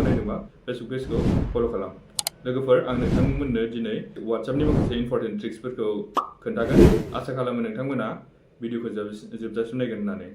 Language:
Bodo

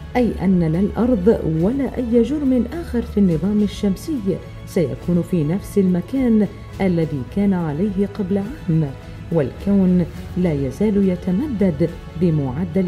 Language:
Arabic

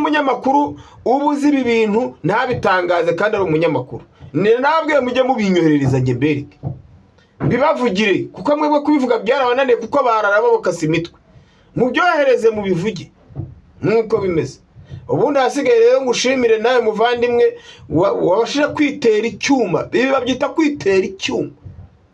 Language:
Kinyarwanda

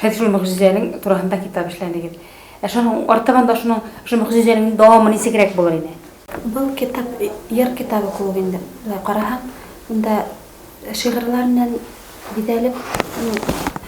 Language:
Bashkir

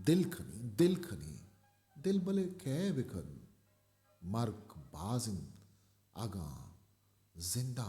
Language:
Eastern Balochi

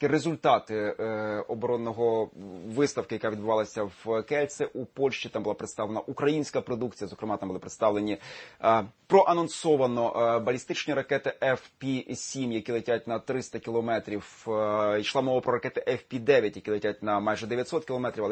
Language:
Ukrainian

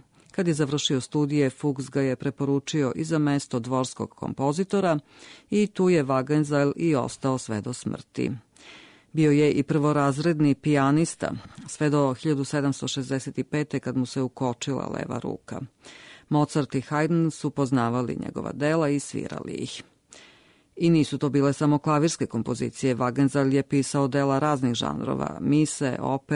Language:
Serbian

